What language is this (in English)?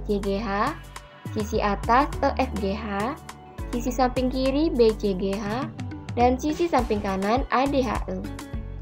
Indonesian